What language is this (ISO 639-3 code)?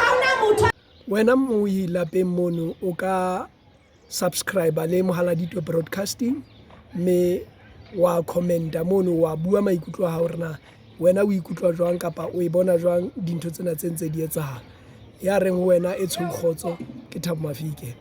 sot